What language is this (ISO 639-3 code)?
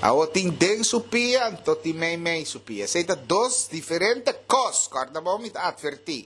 pap